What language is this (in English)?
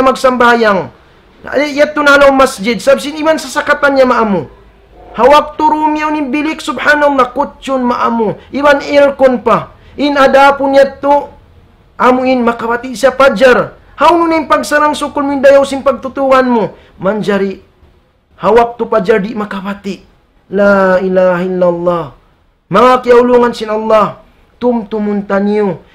Tausug